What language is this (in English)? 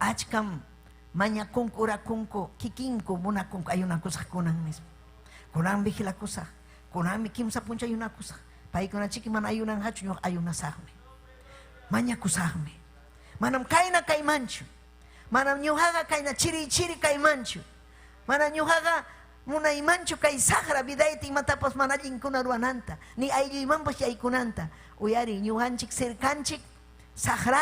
Ayacucho Quechua